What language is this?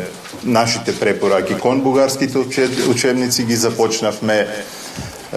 Macedonian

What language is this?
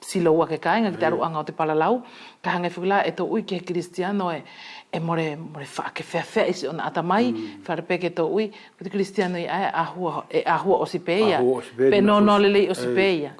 Wallisian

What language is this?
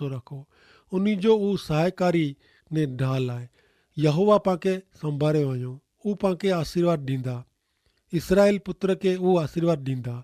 Kachhi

